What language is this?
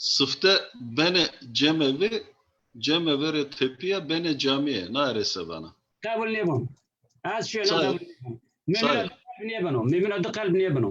Zaza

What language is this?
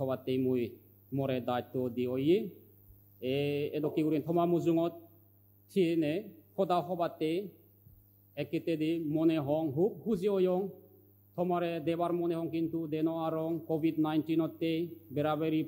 Chakma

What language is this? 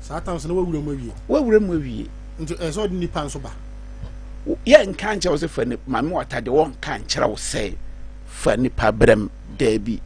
Akan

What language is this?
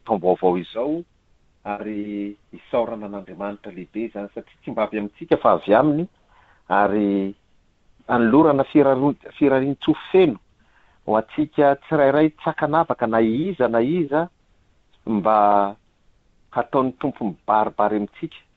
Malagasy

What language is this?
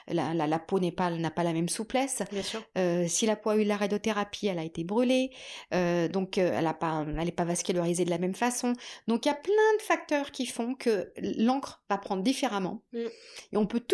French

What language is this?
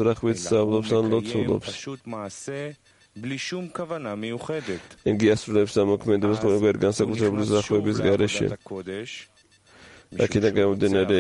Georgian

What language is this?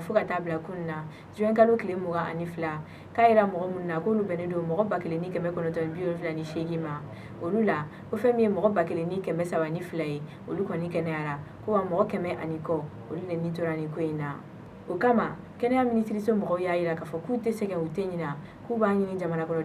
Bambara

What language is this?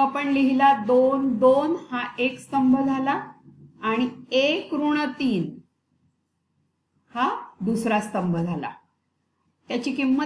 Marathi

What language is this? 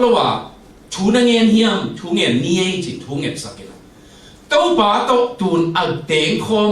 Tedim Chin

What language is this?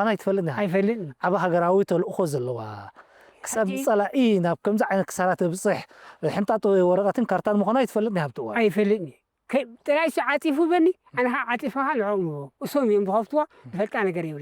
Tigrinya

